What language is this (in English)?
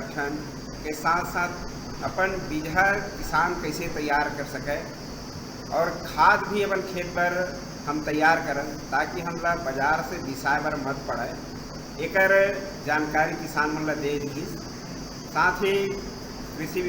Chhattisgarhi